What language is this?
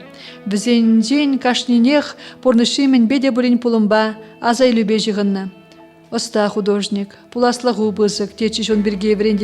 Chuvash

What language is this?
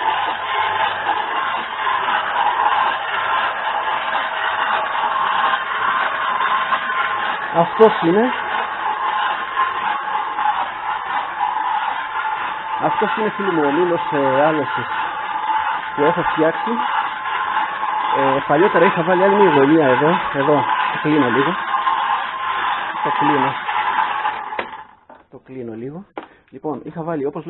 Greek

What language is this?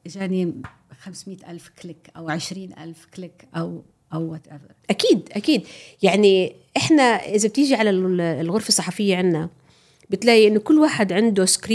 North Levantine Arabic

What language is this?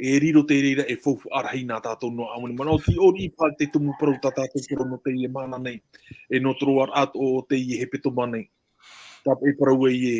Tahitian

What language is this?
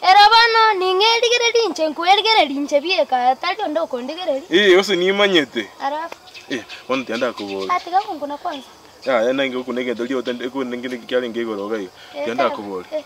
Gusii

